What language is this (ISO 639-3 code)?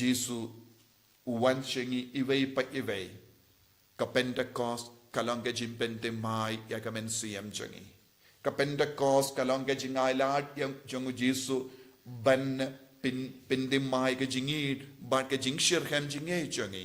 kha